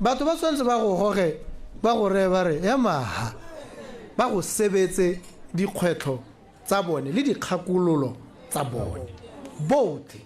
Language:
Tswana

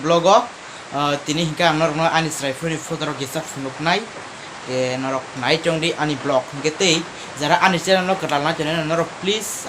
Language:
Kok Borok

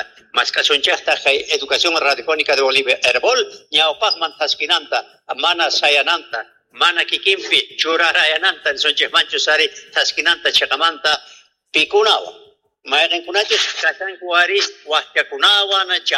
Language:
Quechua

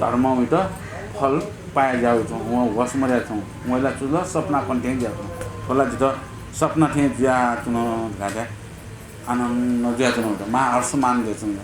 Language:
Newari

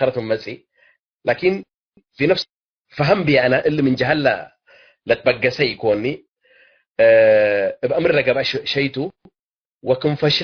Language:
Tigre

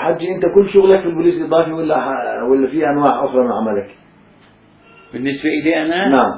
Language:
South Levantine Arabic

